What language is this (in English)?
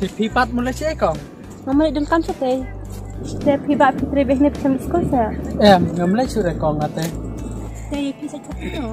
Khasi